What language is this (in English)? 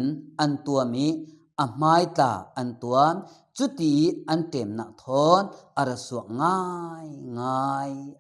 Falam Chin